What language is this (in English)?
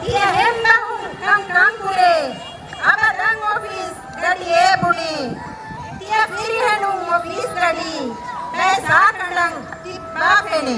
Divehi